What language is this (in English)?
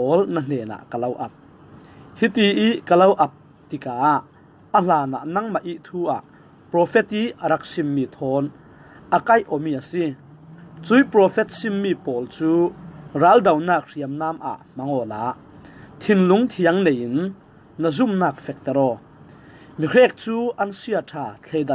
Falam Chin